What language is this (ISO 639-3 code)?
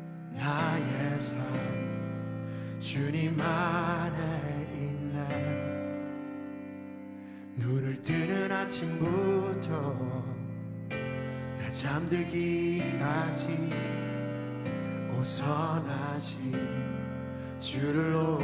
kor